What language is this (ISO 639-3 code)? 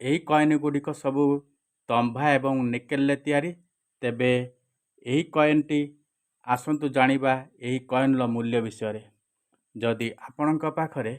ori